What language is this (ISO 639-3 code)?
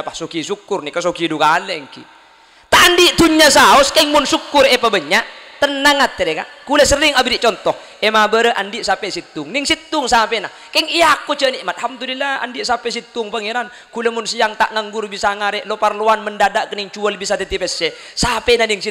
mad